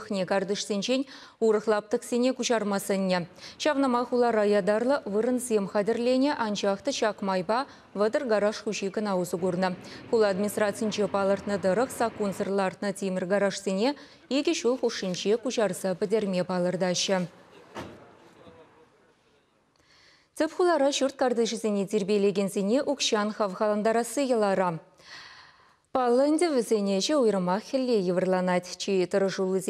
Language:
Chuvash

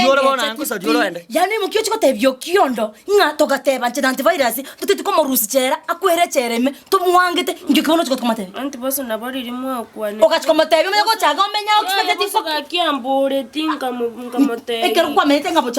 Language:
Gusii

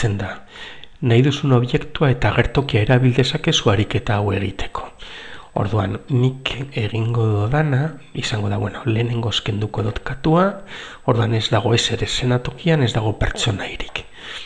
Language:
Basque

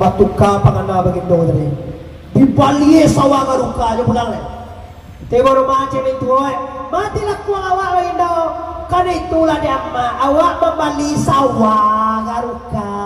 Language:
Minangkabau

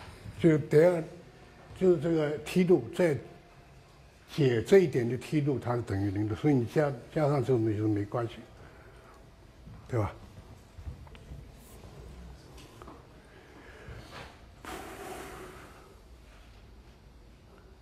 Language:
Chinese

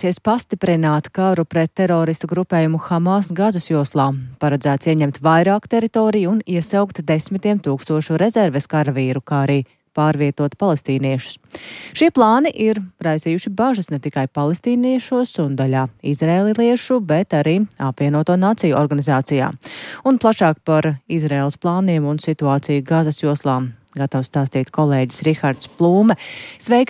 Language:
Latvian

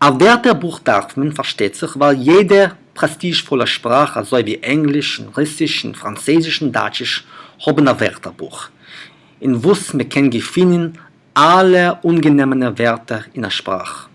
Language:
Yiddish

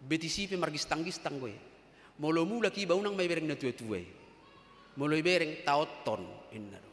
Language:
Batak Toba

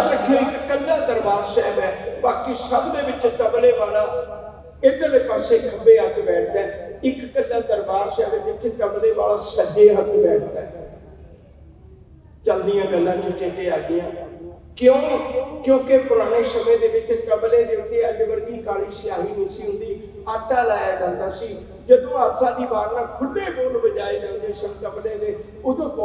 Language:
Punjabi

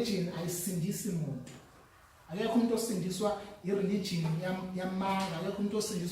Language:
Zulu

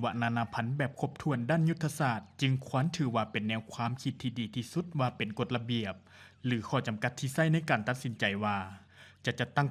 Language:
Lao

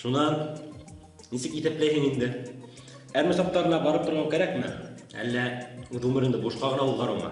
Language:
Bashkir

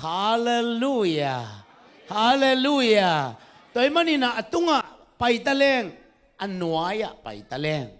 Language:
Tedim Chin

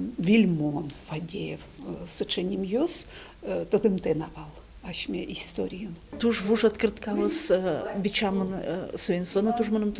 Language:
Udmurt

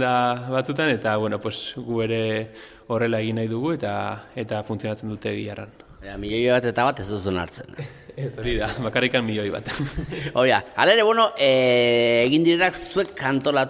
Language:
Basque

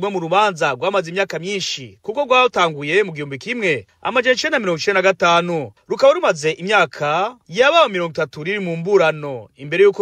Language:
Rundi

